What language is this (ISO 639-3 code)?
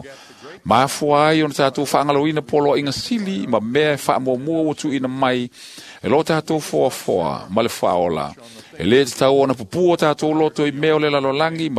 smo